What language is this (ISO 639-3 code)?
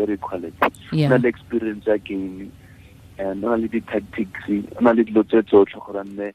tsn